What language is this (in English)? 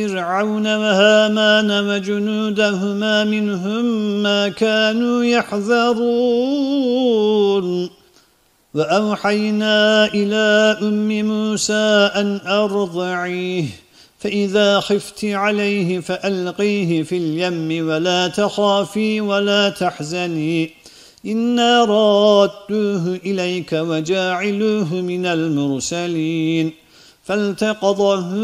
Arabic